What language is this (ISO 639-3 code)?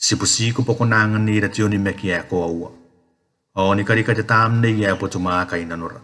gil